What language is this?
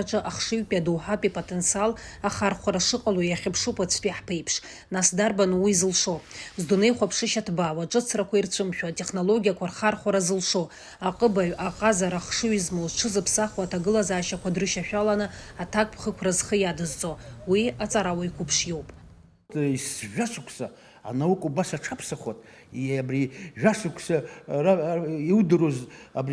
Abkhazian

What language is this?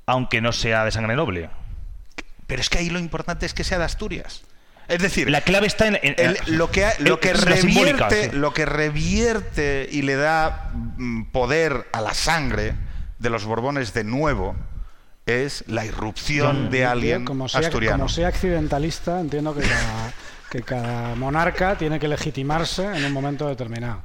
Spanish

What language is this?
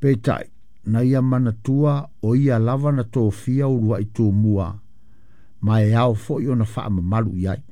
Samoan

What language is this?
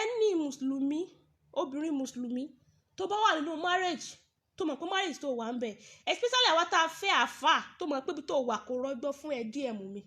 Yoruba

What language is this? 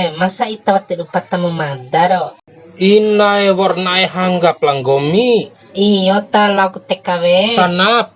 Bima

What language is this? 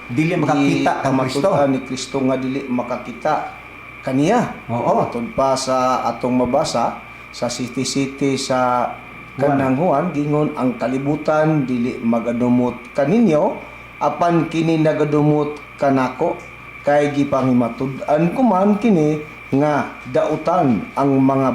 Cebuano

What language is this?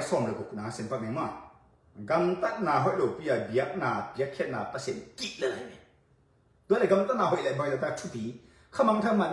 Tedim Chin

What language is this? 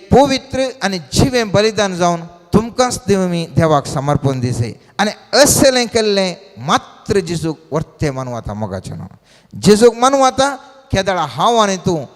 Konkani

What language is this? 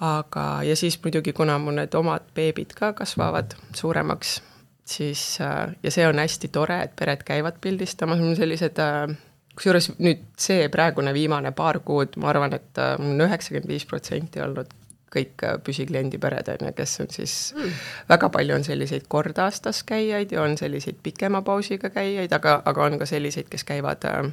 Estonian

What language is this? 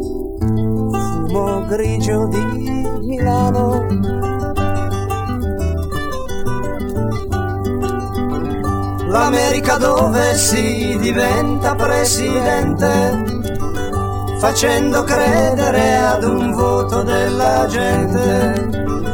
Italian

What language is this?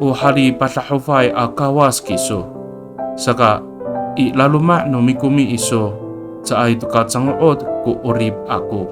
Amis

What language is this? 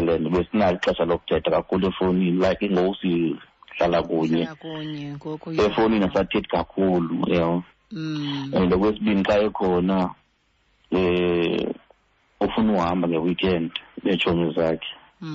Xhosa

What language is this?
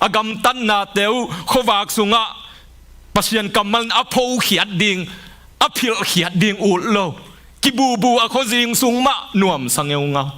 Tedim Chin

